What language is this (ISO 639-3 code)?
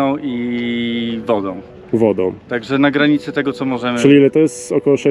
pol